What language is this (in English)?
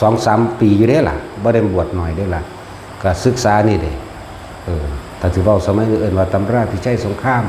Northeastern Thai